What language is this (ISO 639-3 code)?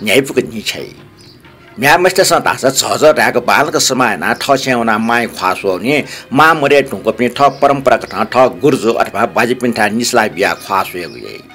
new